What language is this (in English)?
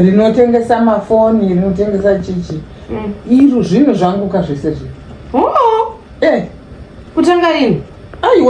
Shona